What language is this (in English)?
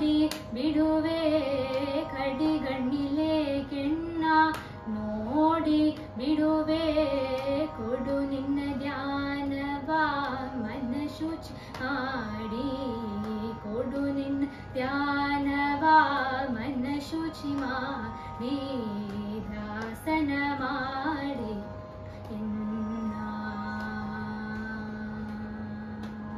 Kannada